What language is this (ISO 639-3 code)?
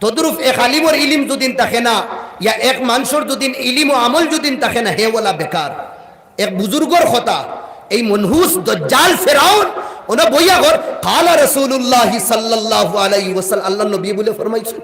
syl